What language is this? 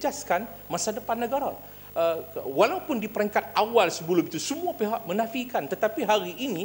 Malay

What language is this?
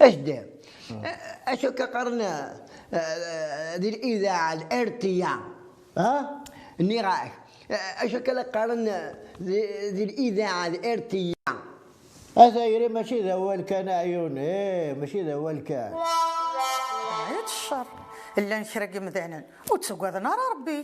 Kabyle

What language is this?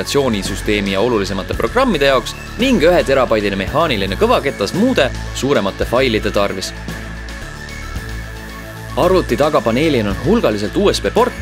Estonian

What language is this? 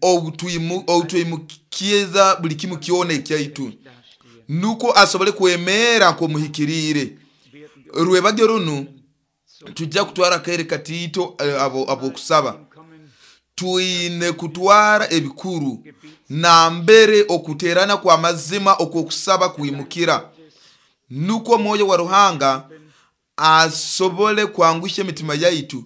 Nyoro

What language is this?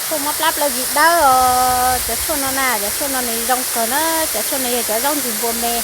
Hmong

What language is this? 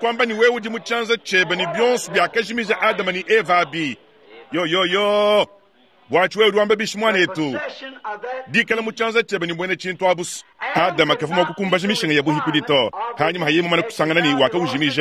Luba-Lulua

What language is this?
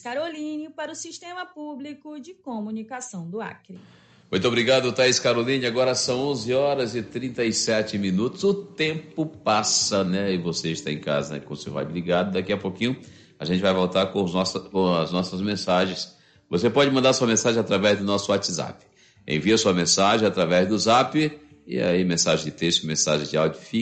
Portuguese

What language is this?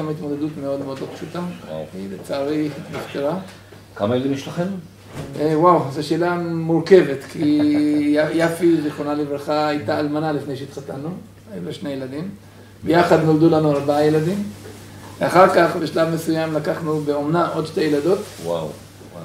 Hebrew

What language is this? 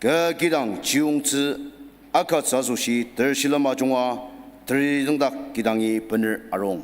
Ao Naga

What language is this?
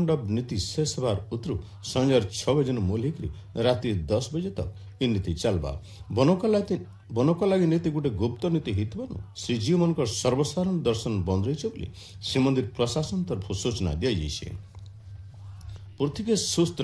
Odia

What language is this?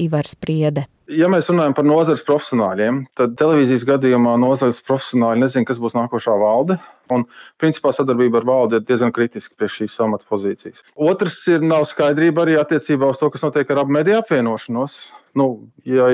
Latvian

